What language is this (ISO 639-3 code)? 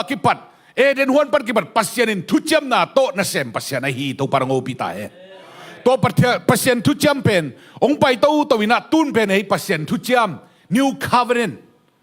ctd